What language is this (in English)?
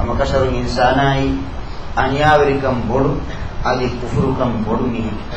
Divehi